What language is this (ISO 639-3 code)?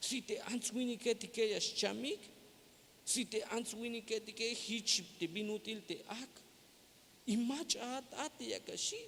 tzh